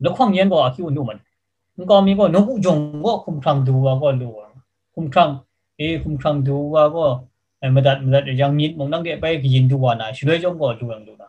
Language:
Kachin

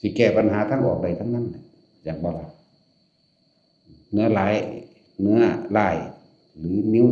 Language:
Northeastern Thai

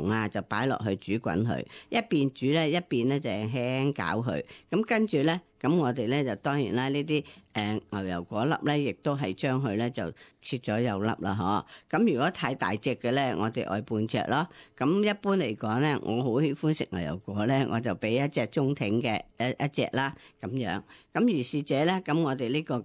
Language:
Cantonese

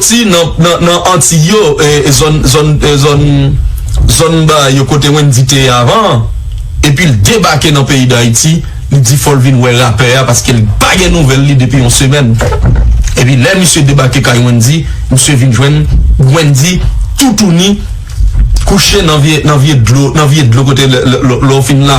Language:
Haitian Creole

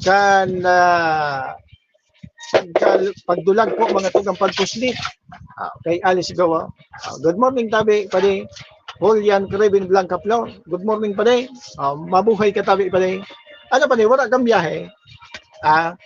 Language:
Bikol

